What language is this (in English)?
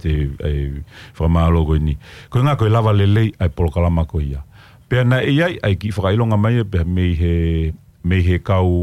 Tongan